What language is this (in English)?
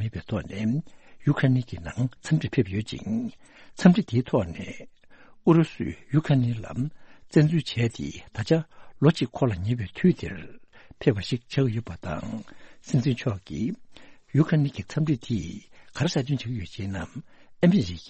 Tibetan